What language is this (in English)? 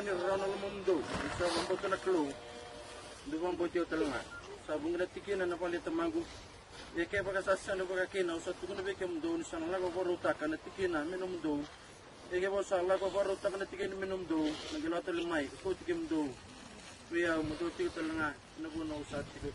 Fijian